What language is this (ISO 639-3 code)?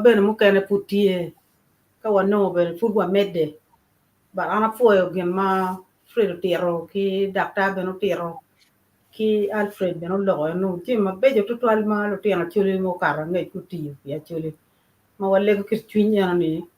ach